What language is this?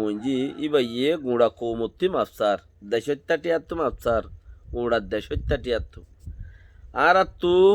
Rohingya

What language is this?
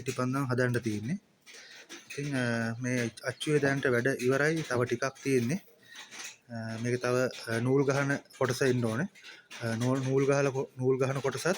Sinhala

